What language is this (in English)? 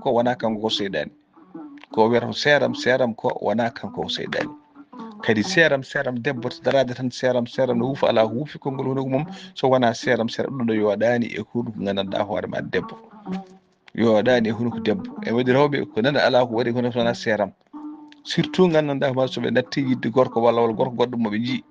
Fula